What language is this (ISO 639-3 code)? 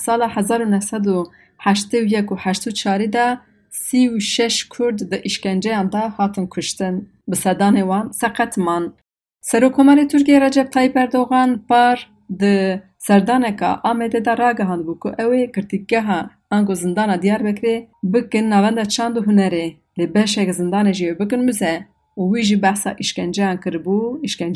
kur